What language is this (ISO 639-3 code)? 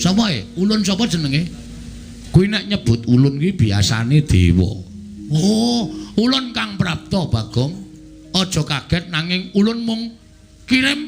jav